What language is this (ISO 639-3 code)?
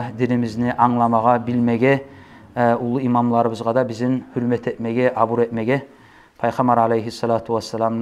kum